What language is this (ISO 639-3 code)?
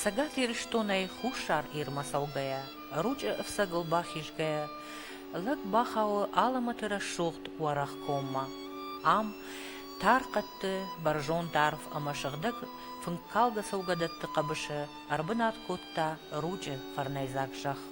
oss